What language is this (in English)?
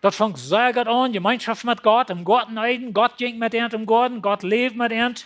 Plautdietsch